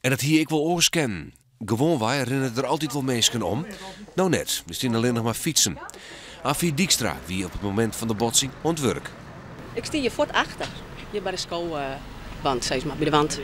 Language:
Western Frisian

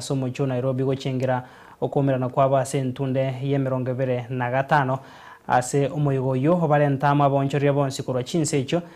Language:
Gusii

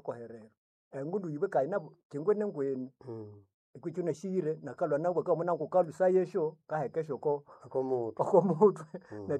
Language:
Nande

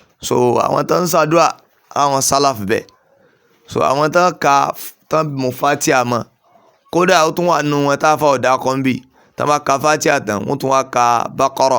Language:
Yoruba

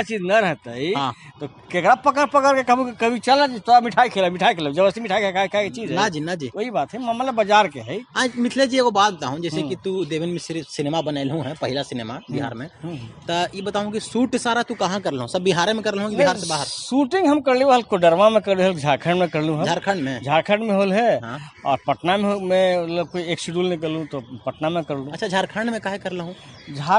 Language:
Magahi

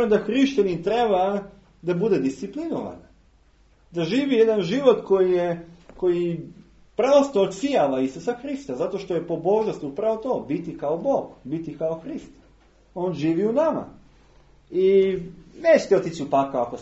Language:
Serbian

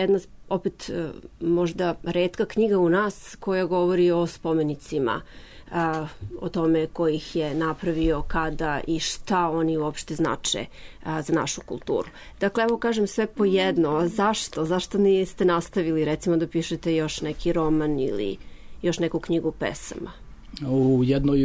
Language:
Serbian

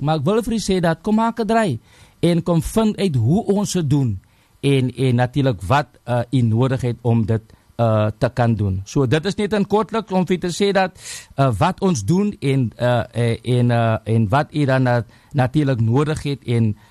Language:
Afrikaans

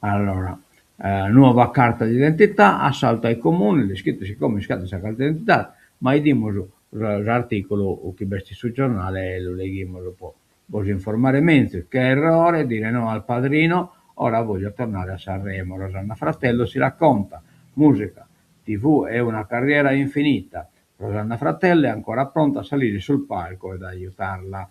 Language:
Sardinian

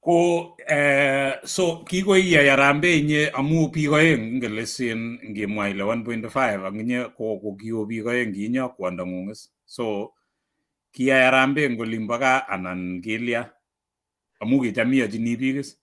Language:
Kalenjin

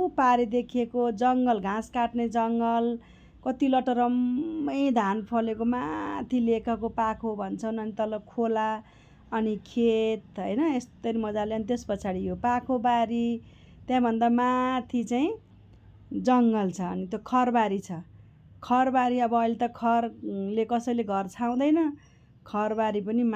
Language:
Nepali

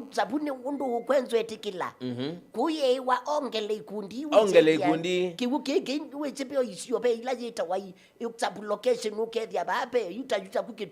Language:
Kamba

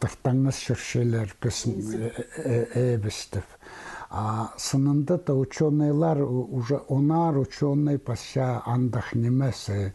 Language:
Khakas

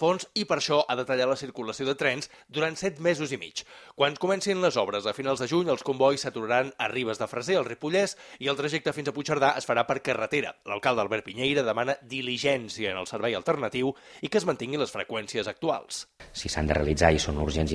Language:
Catalan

